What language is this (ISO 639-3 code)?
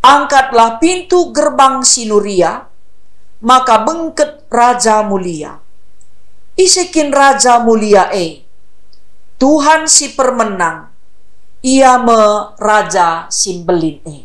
btx